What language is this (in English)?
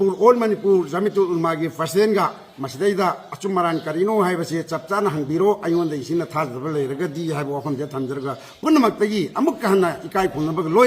Manipuri